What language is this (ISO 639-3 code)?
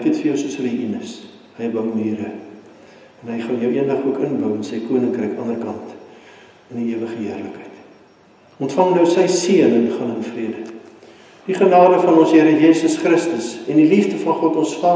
afr